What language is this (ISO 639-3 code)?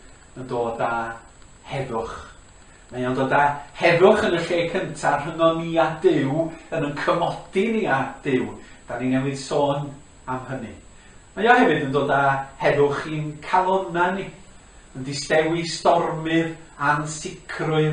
cym